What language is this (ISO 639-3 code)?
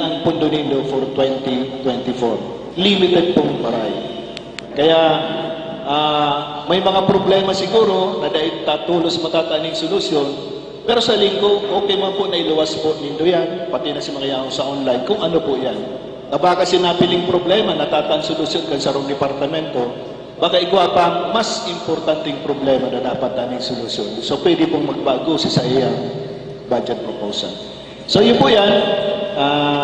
bik